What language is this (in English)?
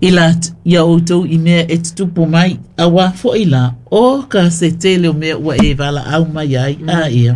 Samoan